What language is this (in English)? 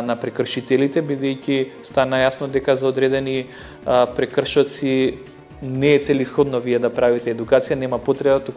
Macedonian